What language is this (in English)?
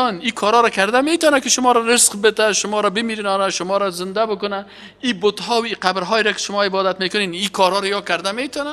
Persian